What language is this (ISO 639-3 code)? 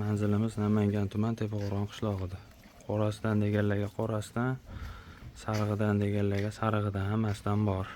uzb